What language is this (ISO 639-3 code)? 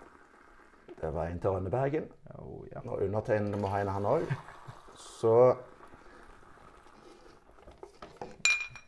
nor